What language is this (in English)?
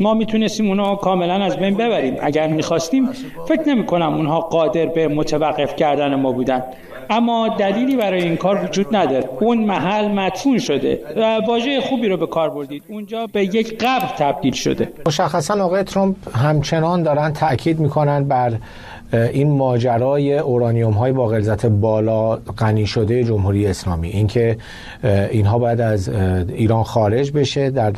Persian